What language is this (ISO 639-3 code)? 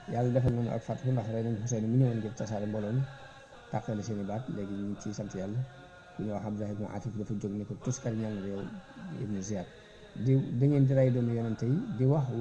wol